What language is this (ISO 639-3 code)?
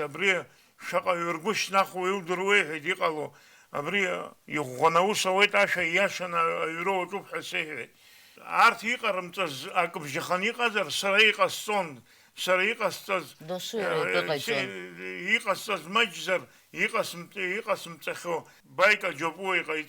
abk